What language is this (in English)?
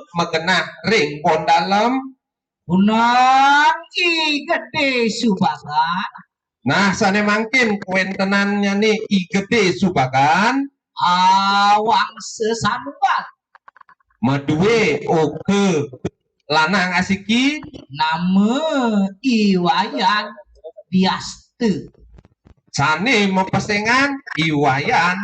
Balinese